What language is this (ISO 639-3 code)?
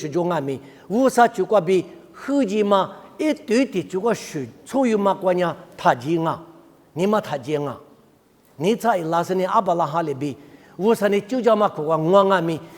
lis